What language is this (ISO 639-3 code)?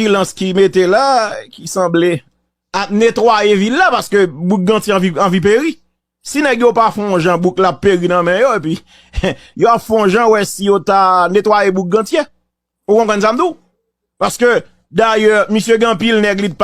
hat